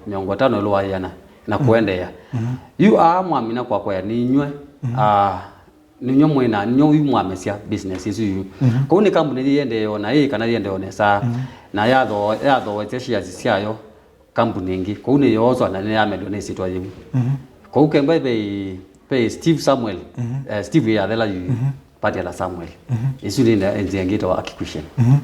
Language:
Kamba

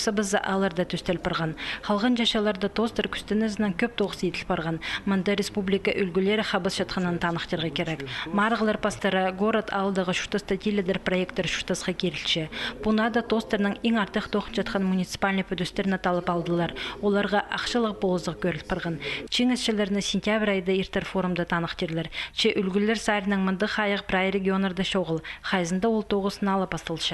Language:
Khakas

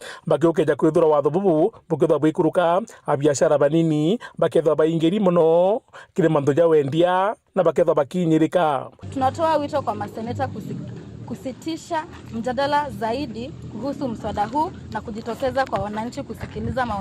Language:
Meru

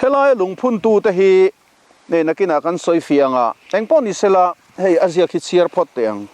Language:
Mizo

